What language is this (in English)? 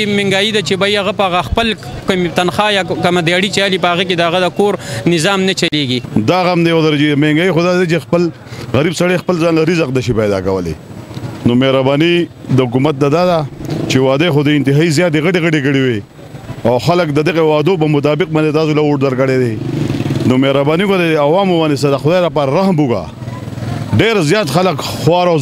Pashto